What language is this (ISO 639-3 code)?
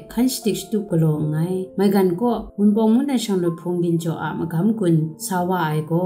kac